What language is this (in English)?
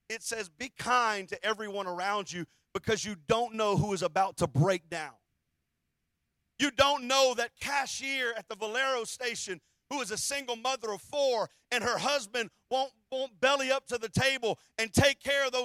English